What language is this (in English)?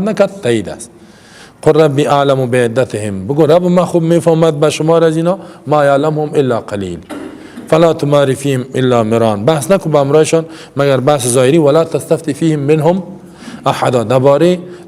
Persian